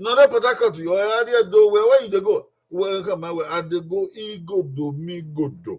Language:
Bini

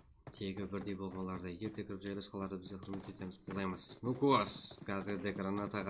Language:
Kara-Kalpak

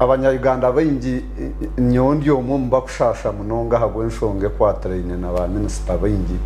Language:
Nyankole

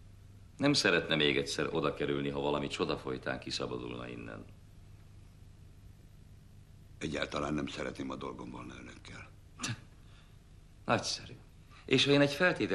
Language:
Hungarian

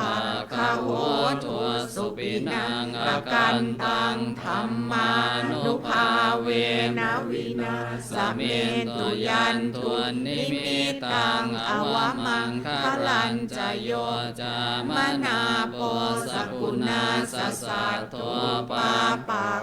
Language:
Pali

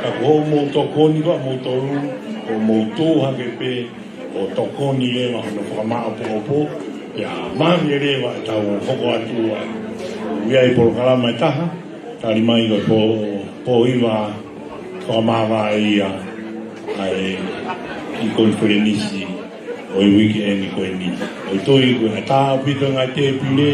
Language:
Tongan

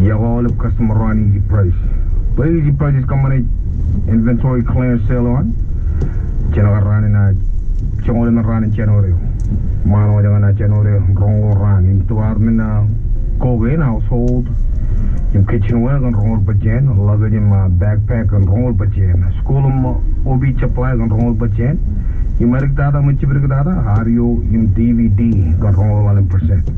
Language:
Marshallese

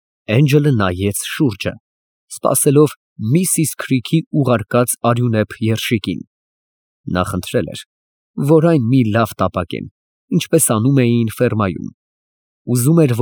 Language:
Armenian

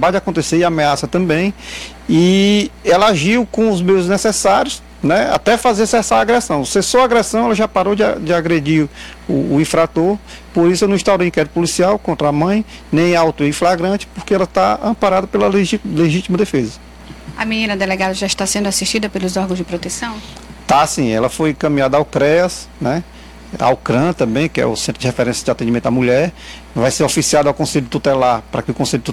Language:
Portuguese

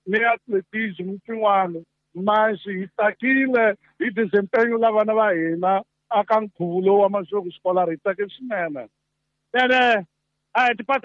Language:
Tsonga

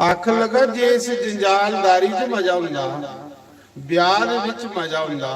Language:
Dogri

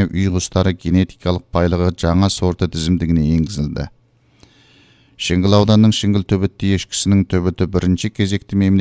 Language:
Kazakh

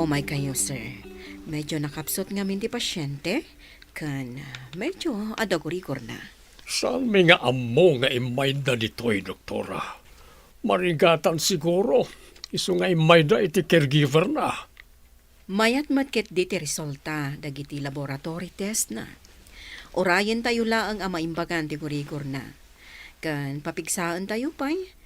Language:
Iloko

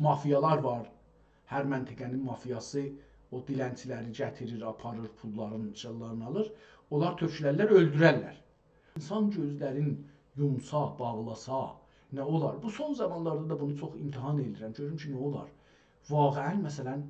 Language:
South Azerbaijani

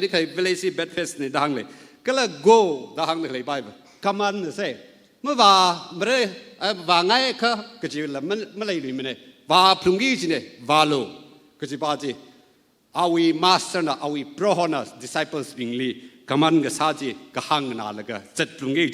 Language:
Tangkhul Naga (India)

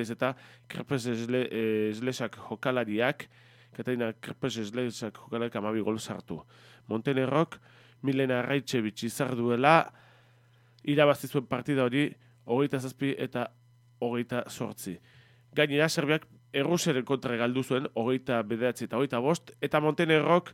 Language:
Basque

